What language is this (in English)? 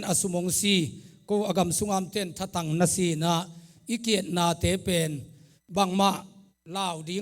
Tedim Chin